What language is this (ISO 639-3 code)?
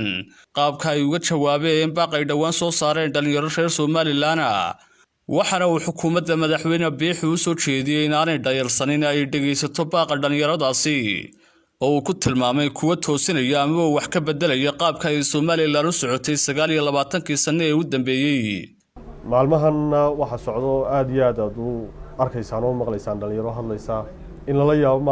som